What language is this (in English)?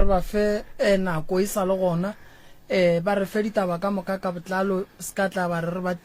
Northern Sotho